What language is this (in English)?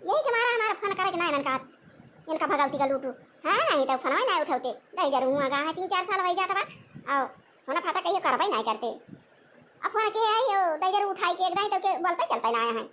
Awadhi